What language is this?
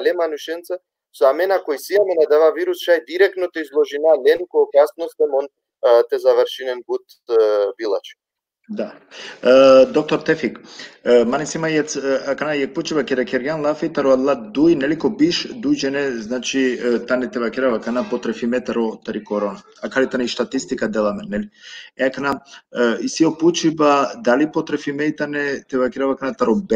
Balkan Romani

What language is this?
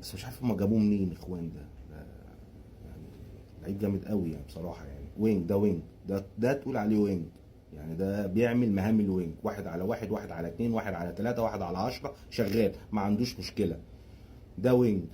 Egyptian Arabic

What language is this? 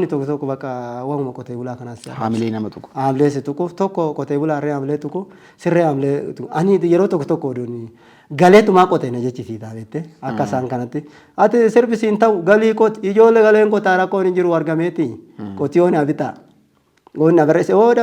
Oromo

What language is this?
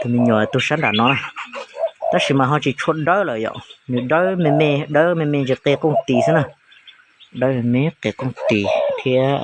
Hmong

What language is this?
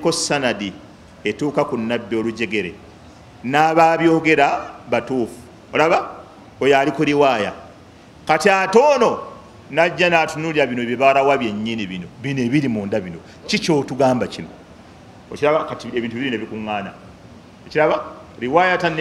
Ganda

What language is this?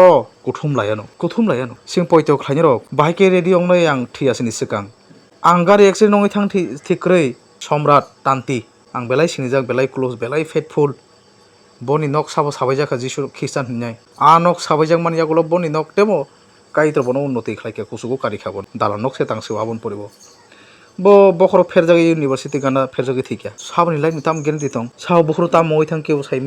Kok Borok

